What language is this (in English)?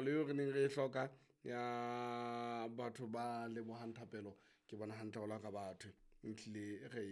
Southern Sotho